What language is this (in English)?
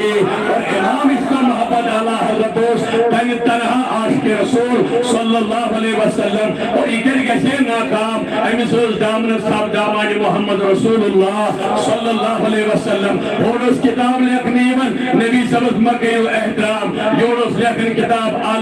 Kashmiri